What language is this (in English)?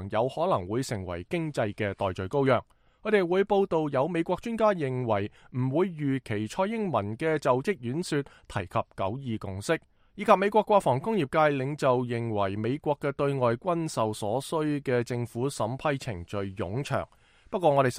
Cantonese